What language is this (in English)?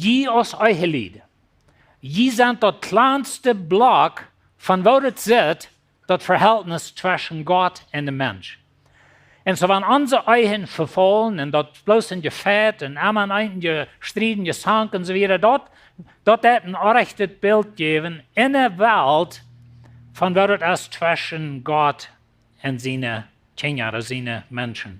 Plautdietsch